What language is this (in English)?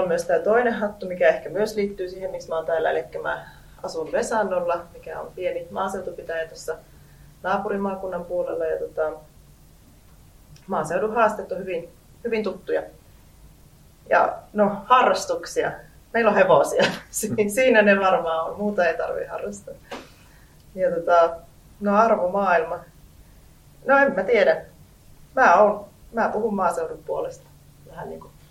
Finnish